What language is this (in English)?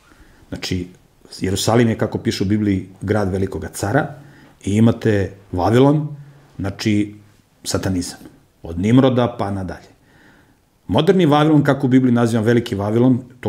Serbian